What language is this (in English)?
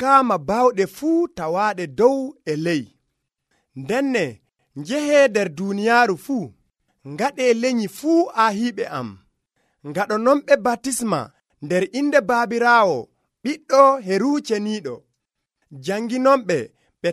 Nigerian Fulfulde